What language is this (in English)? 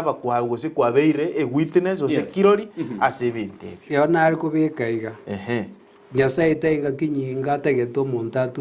Gusii